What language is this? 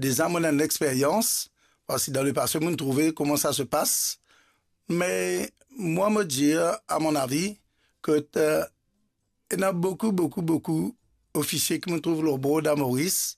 Morisyen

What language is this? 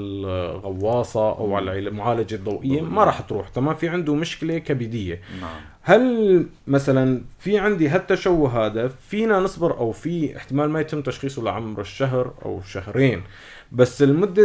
North Levantine Arabic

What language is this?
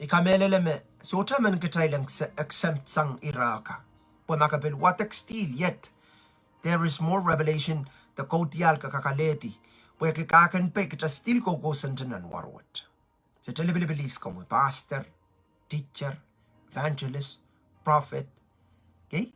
Pohnpeian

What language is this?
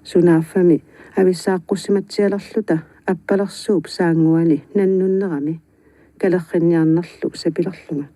Kalaallisut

